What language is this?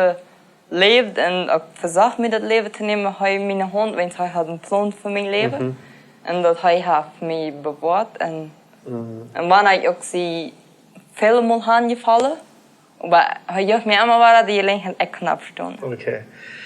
Plautdietsch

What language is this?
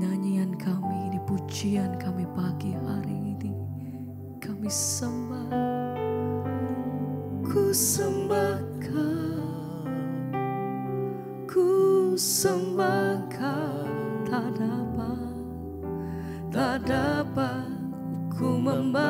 Indonesian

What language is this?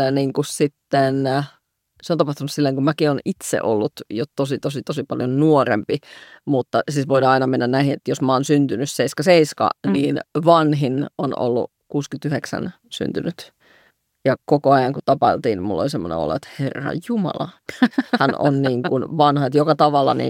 Finnish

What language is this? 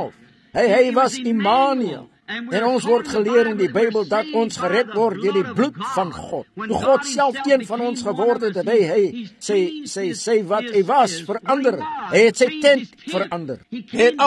Afrikaans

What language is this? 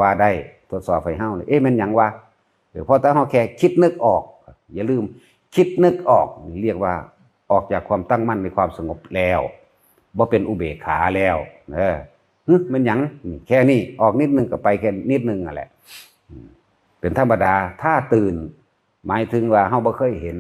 Northeastern Thai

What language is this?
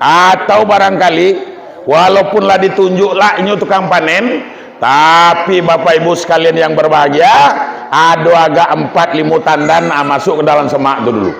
Minangkabau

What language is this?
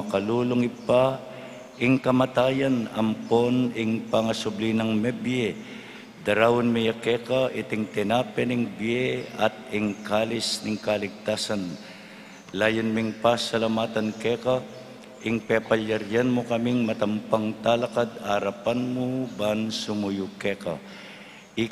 Pampanga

